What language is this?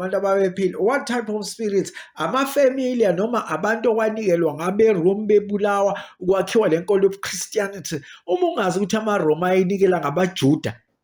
Zulu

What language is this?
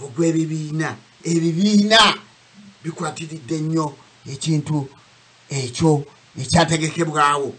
Ganda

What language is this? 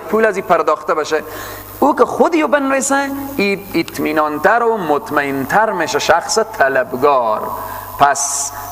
Persian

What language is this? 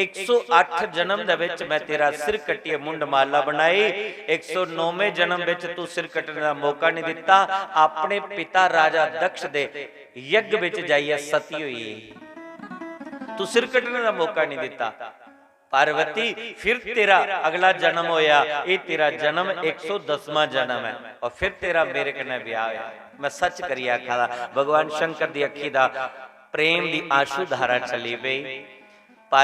Dogri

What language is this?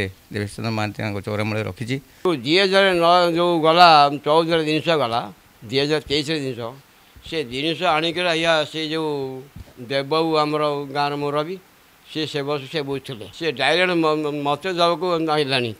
Odia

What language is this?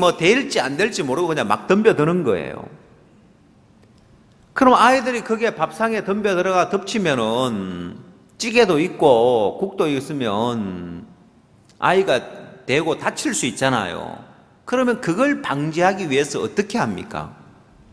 Korean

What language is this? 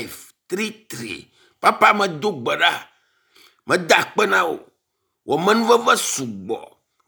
Ewe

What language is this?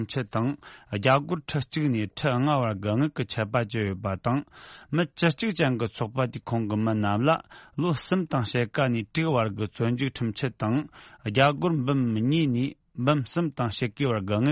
Tibetan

